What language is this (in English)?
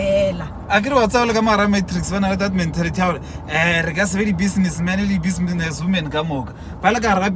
Northern Sotho